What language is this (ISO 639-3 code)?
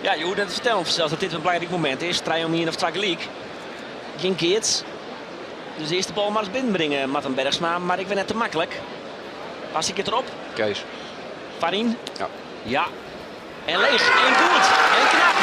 fry